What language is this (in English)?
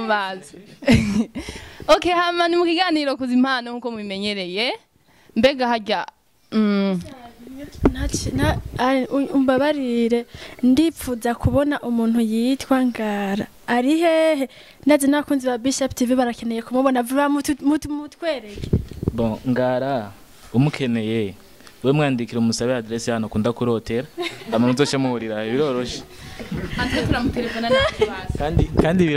Rundi